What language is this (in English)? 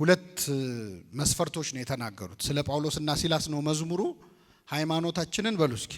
Amharic